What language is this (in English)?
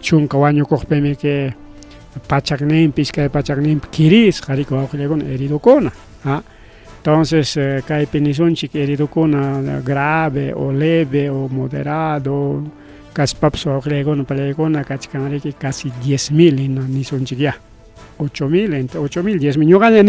Ayacucho Quechua